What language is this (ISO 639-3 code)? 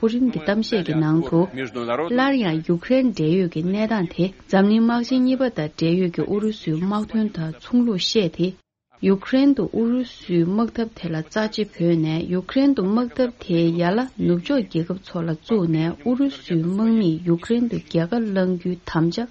bod